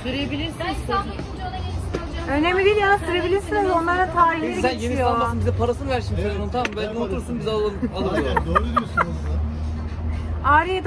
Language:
Turkish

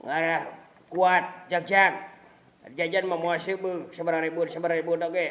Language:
Sundanese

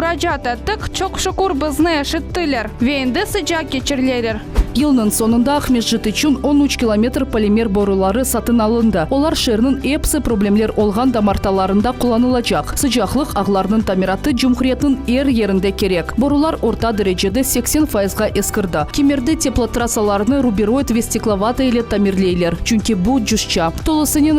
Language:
Crimean Tatar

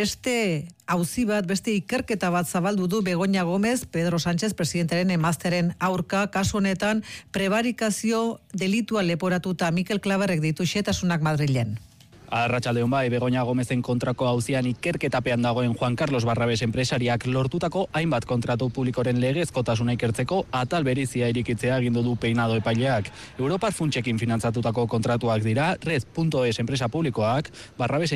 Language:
Basque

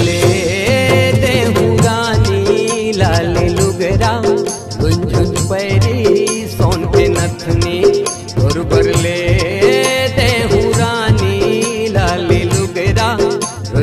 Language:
Chhattisgarhi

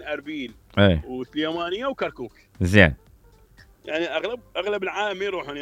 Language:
Mesopotamian Arabic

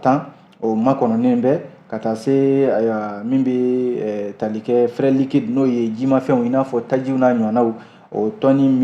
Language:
Bambara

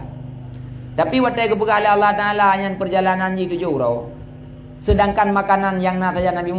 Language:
Achinese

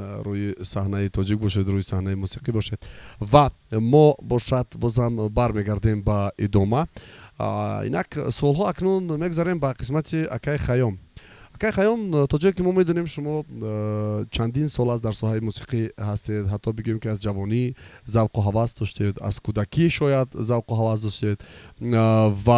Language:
Tajik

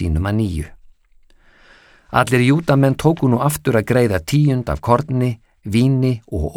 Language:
Icelandic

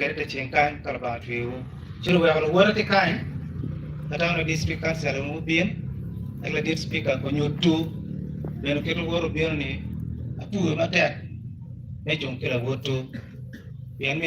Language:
Acoli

